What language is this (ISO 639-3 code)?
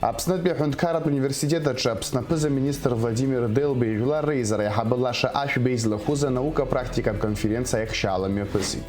abk